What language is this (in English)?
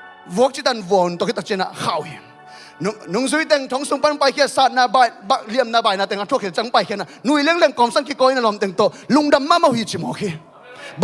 Tedim Chin